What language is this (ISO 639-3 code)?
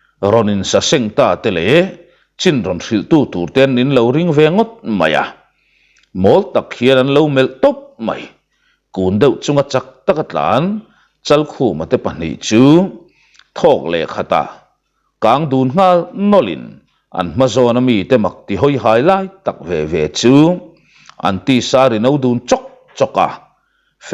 lus